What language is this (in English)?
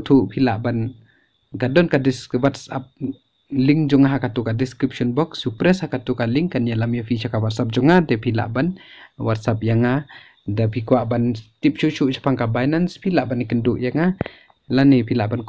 Khasi